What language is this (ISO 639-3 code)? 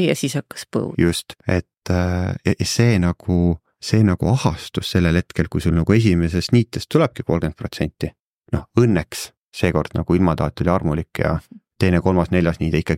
est